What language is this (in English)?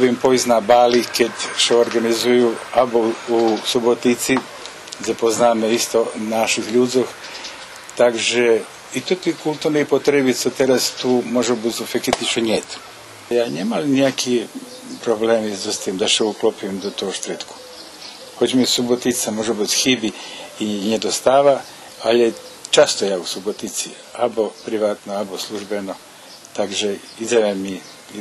Rusyn